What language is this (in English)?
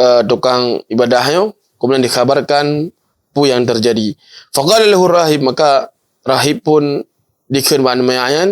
Achinese